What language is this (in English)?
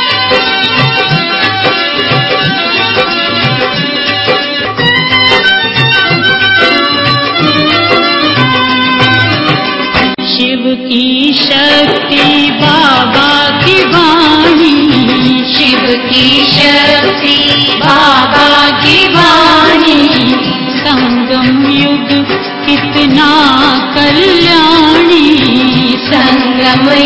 Hindi